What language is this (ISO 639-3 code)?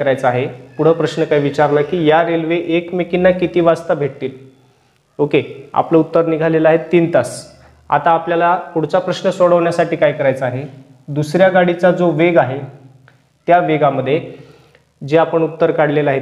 mar